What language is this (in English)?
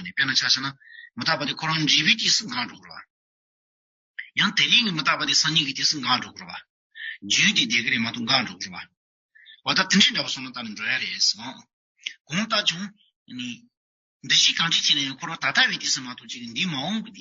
Tibetan